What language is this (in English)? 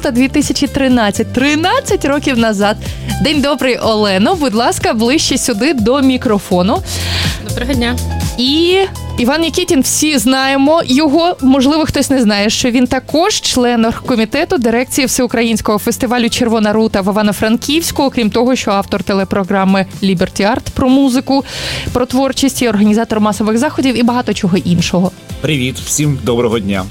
Ukrainian